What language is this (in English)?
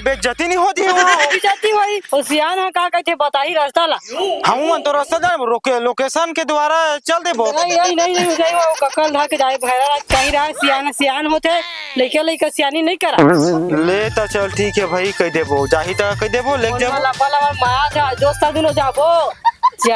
Chhattisgarhi